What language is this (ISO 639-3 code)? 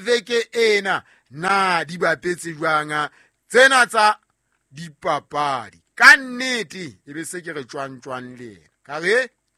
sot